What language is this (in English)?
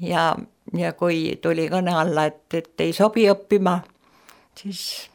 Estonian